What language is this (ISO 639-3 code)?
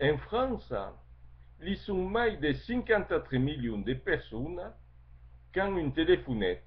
oci